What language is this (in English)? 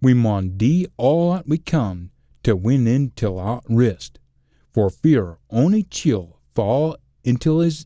Scots